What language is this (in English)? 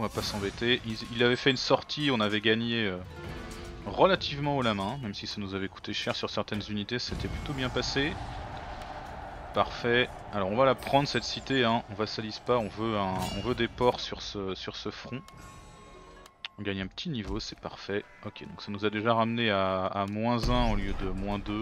French